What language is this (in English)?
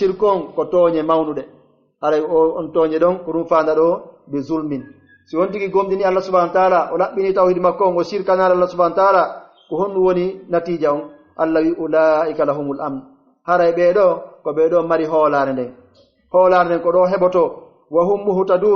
Pular